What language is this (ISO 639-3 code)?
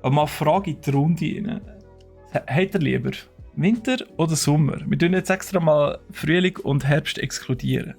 gsw